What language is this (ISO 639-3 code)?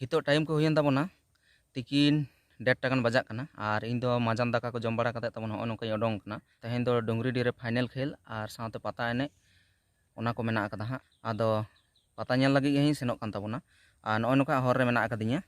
sat